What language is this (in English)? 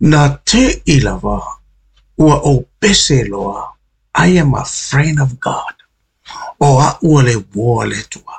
Samoan